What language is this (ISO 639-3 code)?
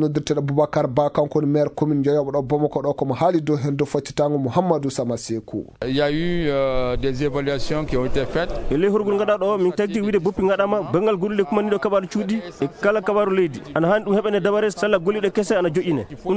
ful